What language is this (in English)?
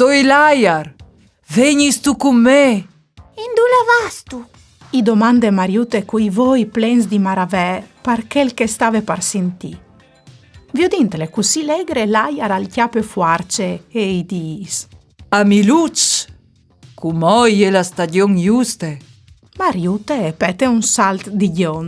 Friulian